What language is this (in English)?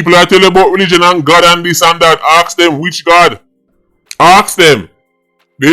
Jamaican Creole English